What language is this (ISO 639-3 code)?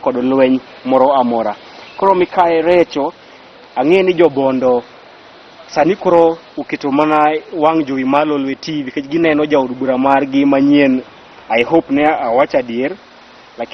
luo